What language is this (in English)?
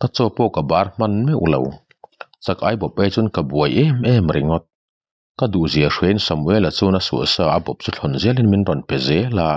Mizo